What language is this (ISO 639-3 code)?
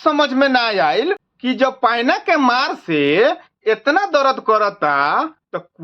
bho